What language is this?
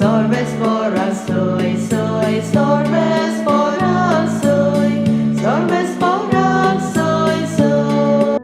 Konkani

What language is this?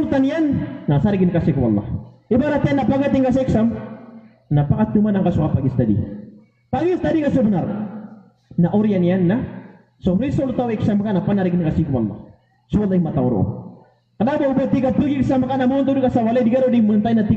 Maranao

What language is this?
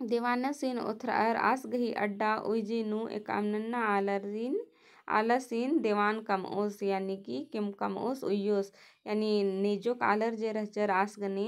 Kurukh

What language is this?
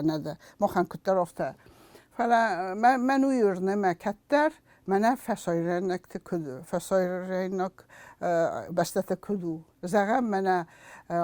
Ossetic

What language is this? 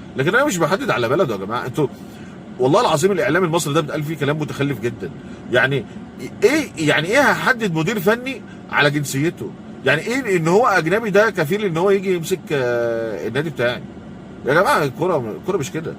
Egyptian Arabic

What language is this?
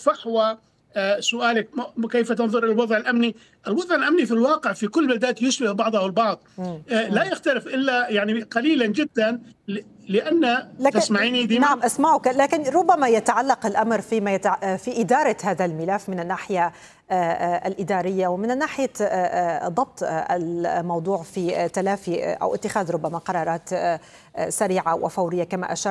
Arabic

